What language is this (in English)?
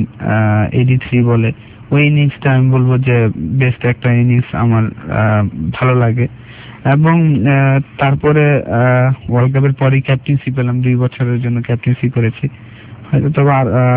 Bangla